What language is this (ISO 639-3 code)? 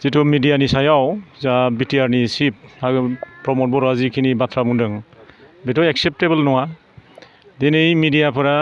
brx